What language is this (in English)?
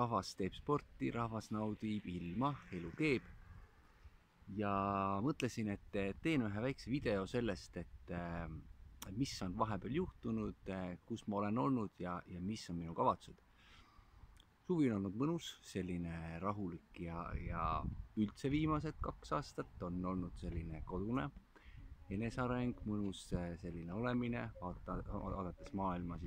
Estonian